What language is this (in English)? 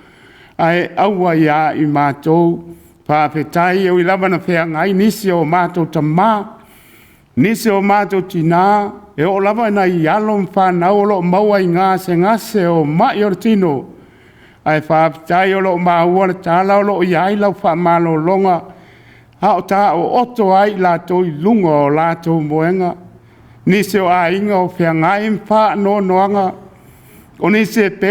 Samoan